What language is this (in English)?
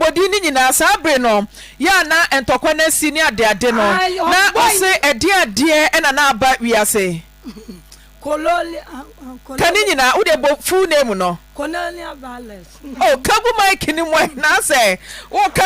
Akan